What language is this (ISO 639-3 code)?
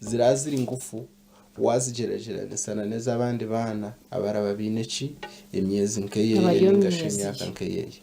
nyn